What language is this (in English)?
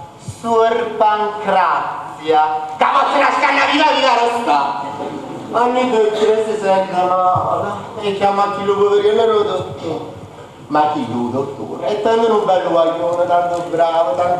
Neapolitan